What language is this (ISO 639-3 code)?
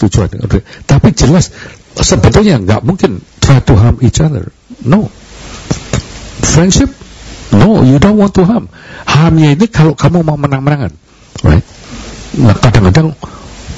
ind